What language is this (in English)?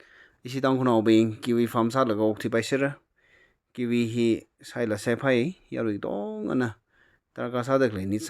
Tangkhul Naga (India)